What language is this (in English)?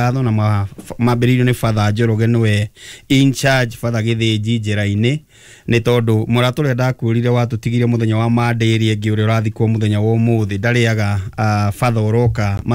Kikuyu